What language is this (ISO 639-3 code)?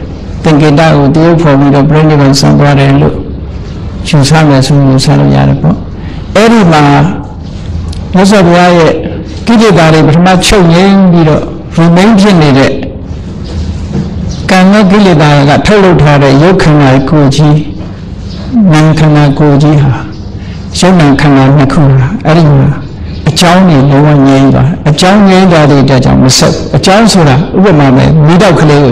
mya